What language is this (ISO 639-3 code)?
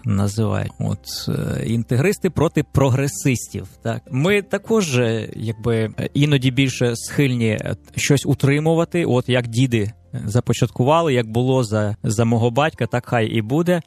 ukr